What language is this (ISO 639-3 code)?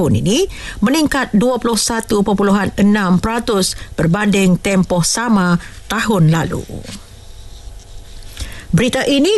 msa